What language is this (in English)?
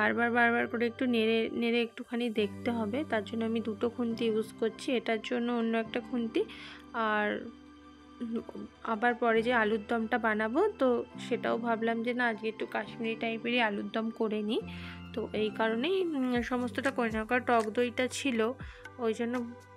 Bangla